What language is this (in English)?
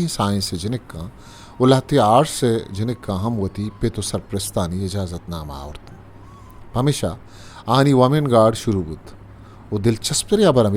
Eastern Balochi